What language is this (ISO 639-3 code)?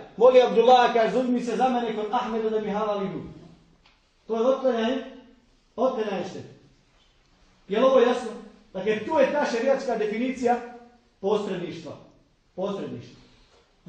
bos